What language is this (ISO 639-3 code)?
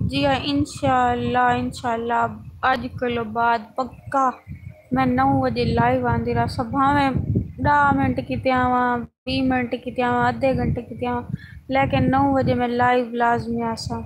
skr